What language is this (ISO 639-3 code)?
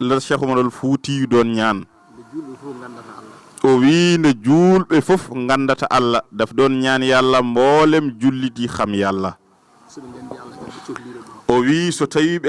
ful